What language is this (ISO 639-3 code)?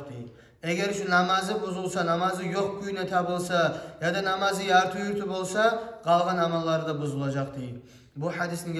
kum